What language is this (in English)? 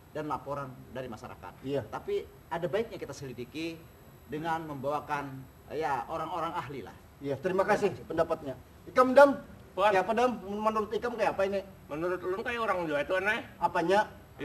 Banjar